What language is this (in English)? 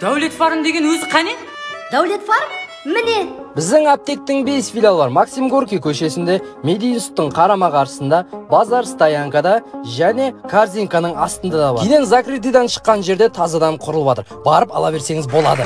Kara-Kalpak